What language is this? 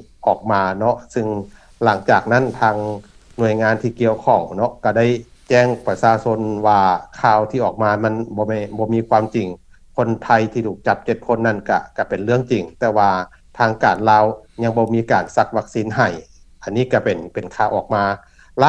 Lao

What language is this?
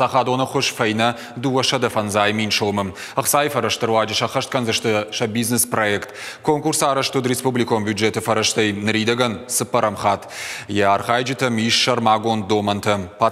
Ossetic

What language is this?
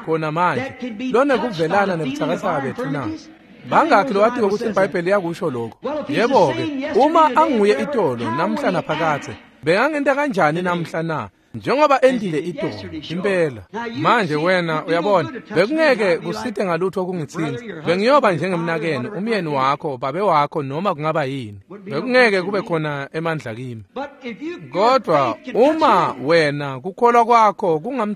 Swati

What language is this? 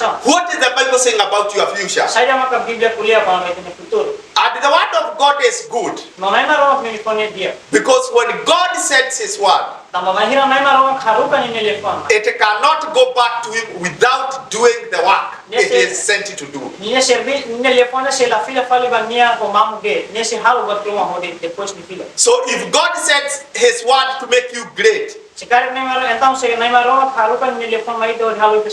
Tetum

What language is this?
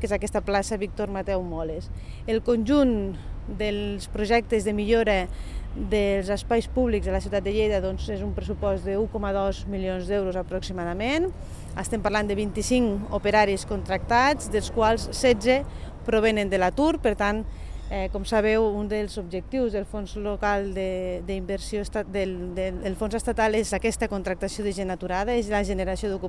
Catalan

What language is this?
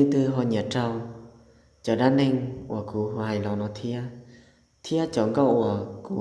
Hmong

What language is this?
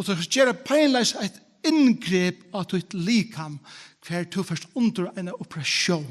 Faroese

